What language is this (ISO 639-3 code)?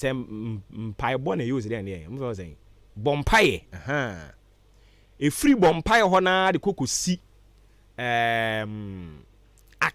aka